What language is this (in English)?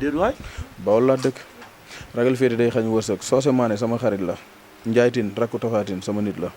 Wolof